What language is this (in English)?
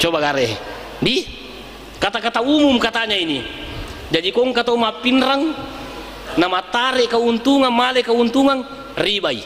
Buginese